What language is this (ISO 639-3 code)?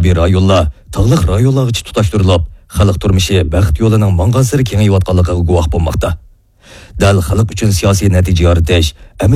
uig